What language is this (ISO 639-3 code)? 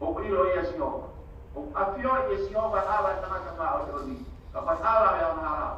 ton